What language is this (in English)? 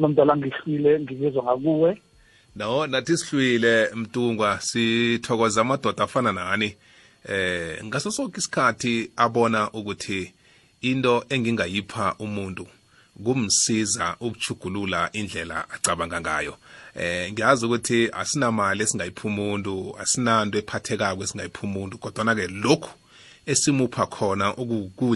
South Ndebele